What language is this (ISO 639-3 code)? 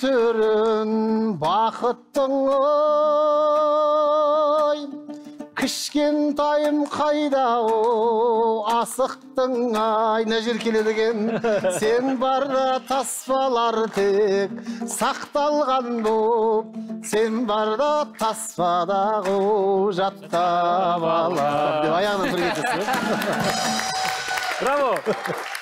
kaz